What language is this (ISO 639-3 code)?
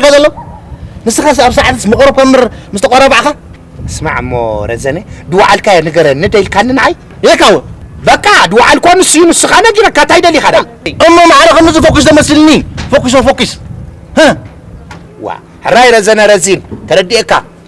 tir